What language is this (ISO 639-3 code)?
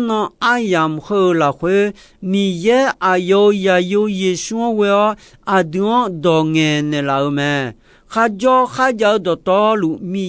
ahk